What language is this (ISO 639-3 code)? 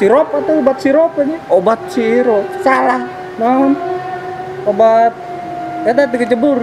sun